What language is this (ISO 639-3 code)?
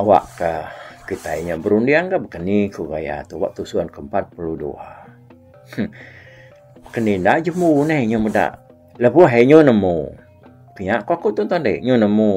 iba